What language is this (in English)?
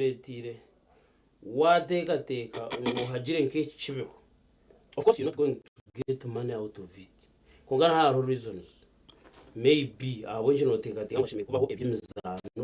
Nyankole